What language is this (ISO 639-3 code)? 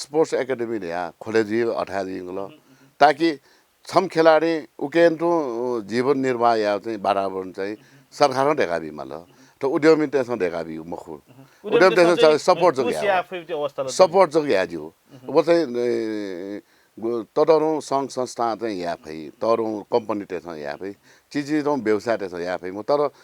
new